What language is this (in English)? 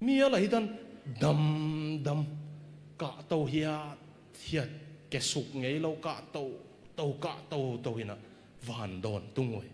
Tedim Chin